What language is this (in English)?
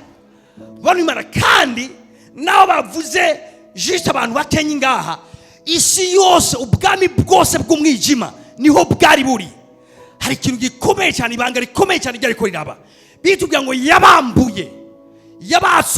Rundi